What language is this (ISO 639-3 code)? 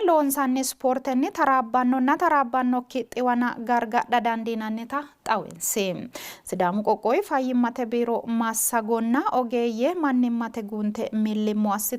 sid